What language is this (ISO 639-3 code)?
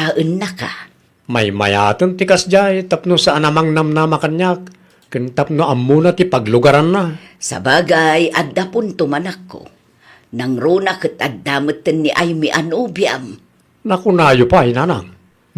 ilo